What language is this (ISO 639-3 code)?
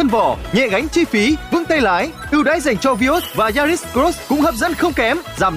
vie